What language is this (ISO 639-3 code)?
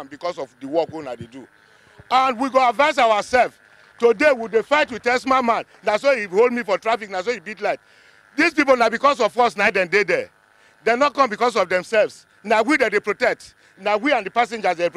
pcm